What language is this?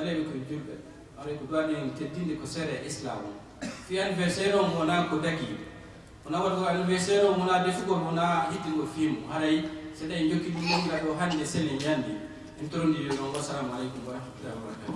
Fula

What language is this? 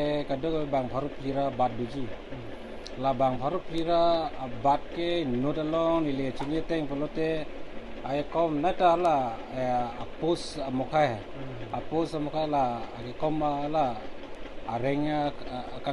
Karbi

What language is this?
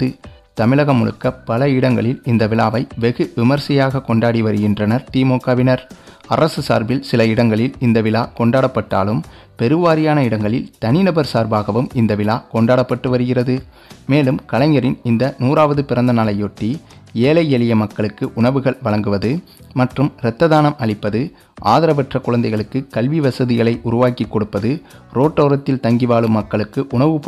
Tamil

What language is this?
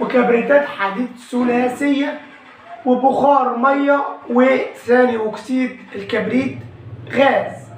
Egyptian Arabic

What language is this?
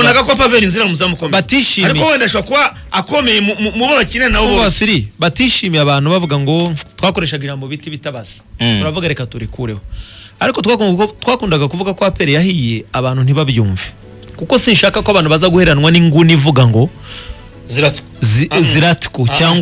Kinyarwanda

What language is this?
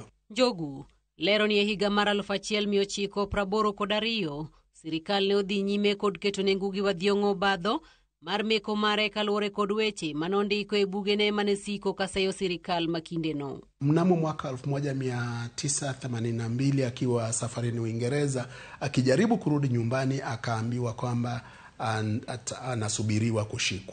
Luo (Kenya and Tanzania)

